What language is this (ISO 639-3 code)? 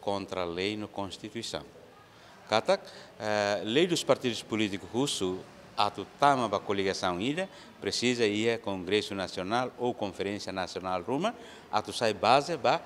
tet